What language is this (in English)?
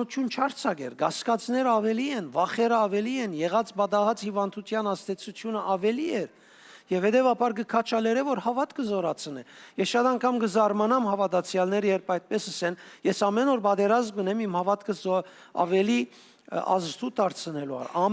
Western Armenian